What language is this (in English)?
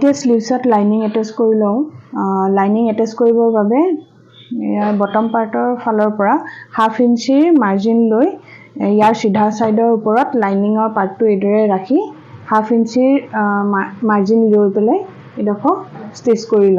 Assamese